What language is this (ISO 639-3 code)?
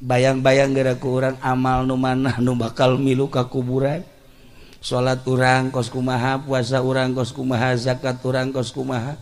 sun